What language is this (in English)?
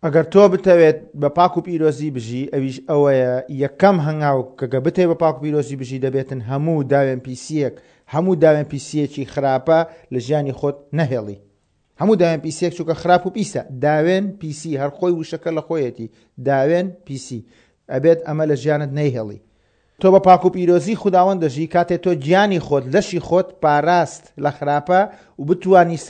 Central Kurdish